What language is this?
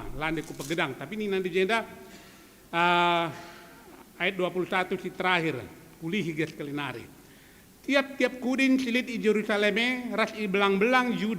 Batak Karo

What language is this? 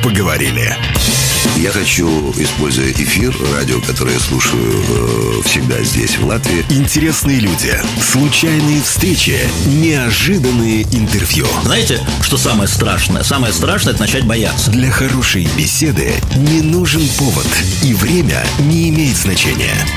Russian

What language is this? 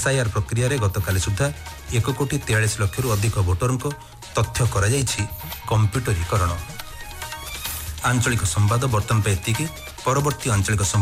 Odia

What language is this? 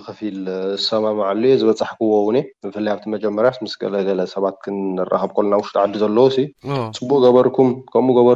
Tigrinya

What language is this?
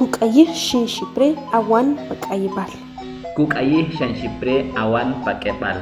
Achi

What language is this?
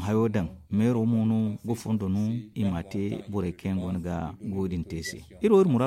Zarma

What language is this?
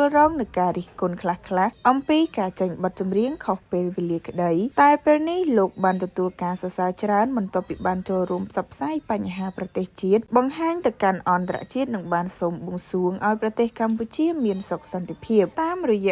Khmer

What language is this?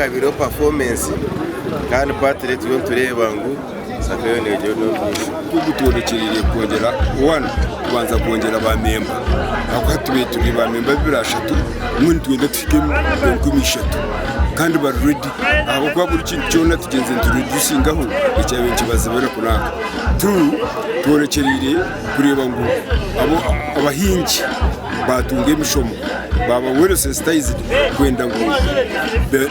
Nyankole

